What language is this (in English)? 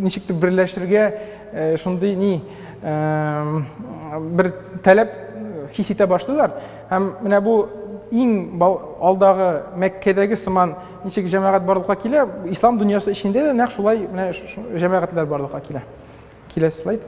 Tatar